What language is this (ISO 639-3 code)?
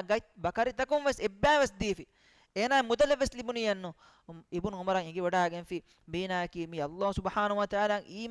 div